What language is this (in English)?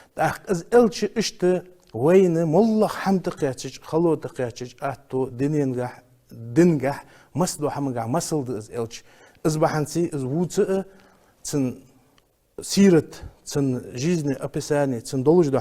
Ingush